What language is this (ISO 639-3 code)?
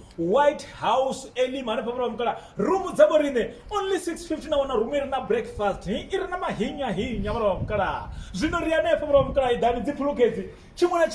ven